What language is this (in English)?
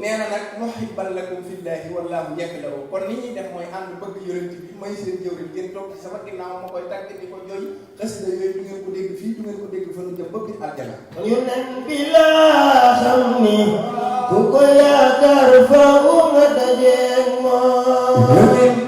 Wolof